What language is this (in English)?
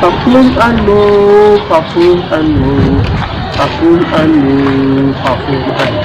Hausa